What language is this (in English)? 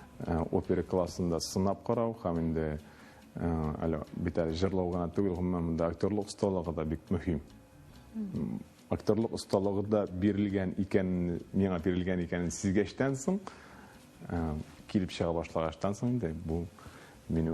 Tatar